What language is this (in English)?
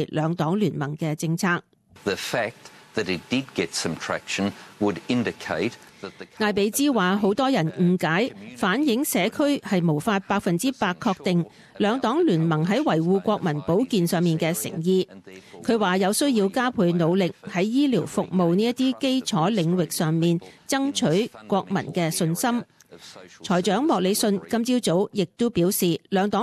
Cantonese